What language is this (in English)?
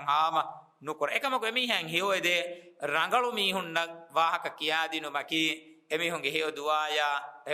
Divehi